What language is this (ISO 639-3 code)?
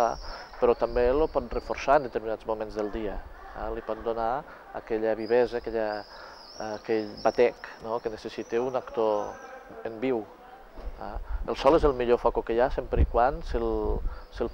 cat